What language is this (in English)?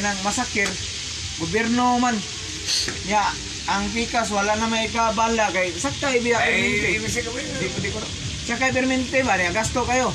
Cebuano